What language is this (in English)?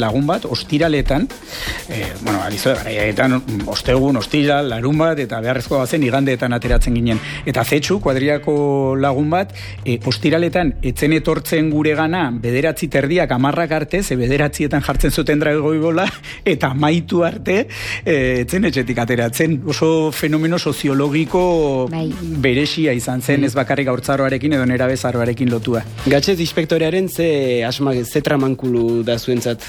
Basque